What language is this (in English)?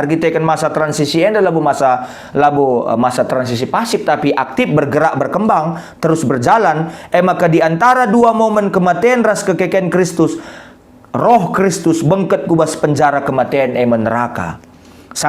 Batak Karo